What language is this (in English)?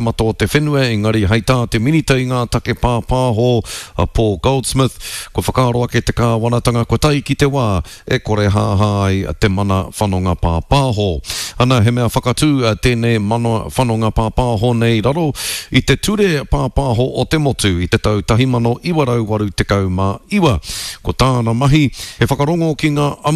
Māori